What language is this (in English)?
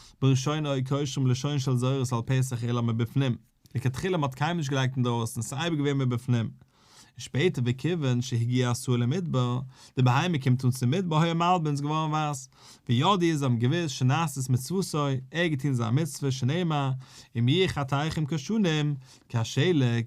Yiddish